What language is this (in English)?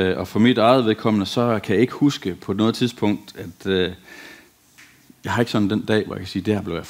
Danish